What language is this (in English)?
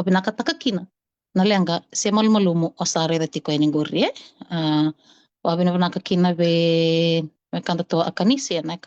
Fijian